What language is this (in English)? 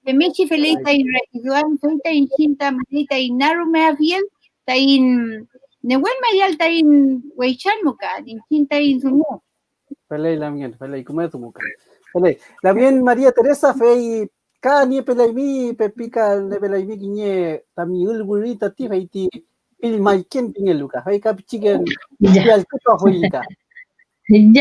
Mapuche